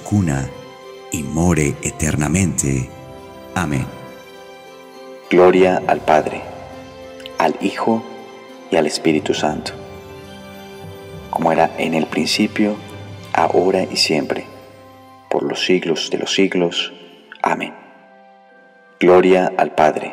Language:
Spanish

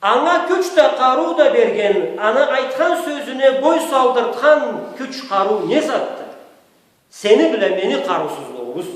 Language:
Karachay-Balkar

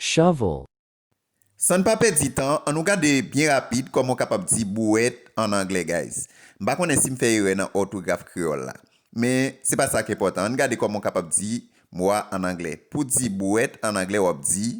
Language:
Haitian Creole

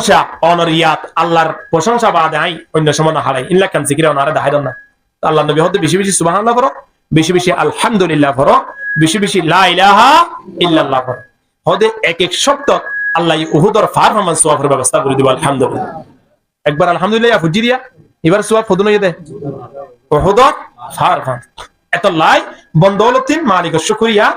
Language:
Rohingya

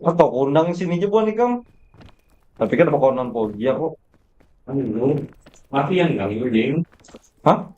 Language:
Banjar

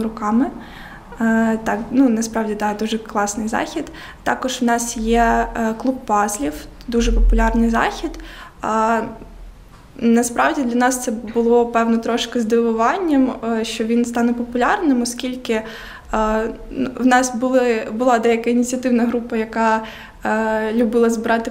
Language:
Ukrainian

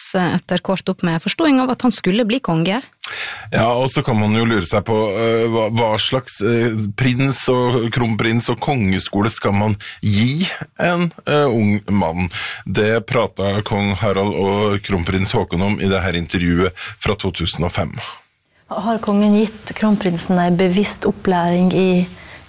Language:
Norwegian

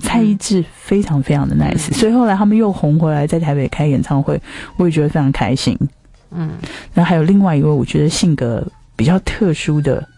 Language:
Chinese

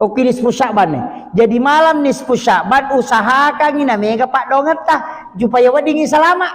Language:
Buginese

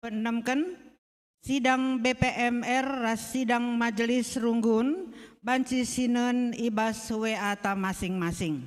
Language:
Batak Karo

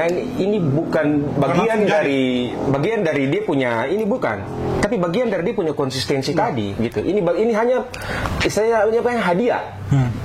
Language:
Ambonese Malay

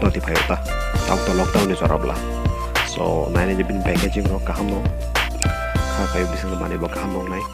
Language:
Kok Borok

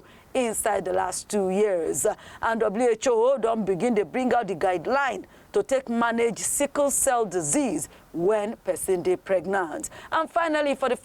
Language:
Nigerian Pidgin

